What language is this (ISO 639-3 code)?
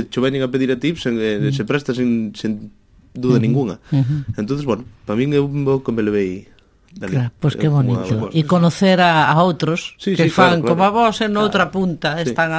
glg